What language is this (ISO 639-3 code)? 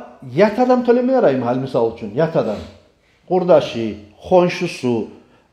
kum